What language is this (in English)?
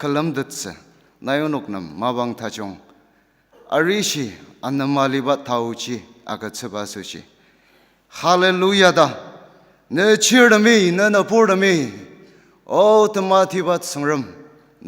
Ao Naga